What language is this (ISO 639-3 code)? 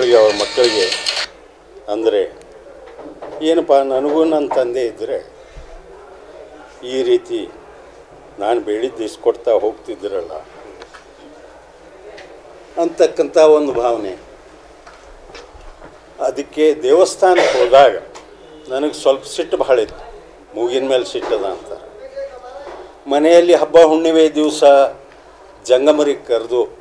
kan